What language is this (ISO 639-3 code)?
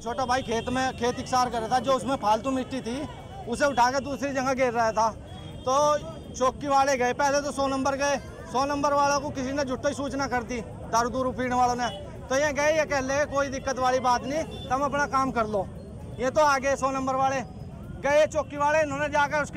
hin